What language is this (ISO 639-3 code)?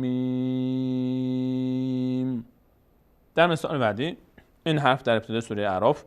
fas